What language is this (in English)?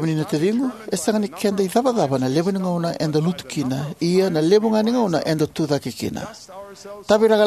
Fijian